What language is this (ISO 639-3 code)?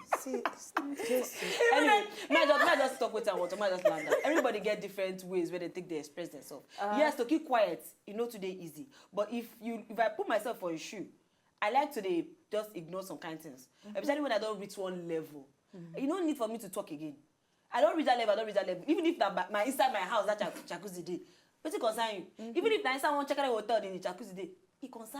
pcm